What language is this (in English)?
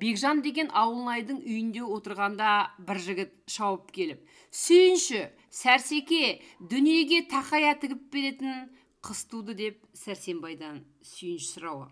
Kazakh